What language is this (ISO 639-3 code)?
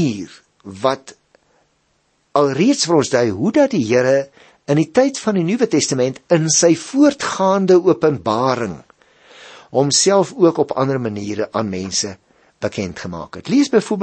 afr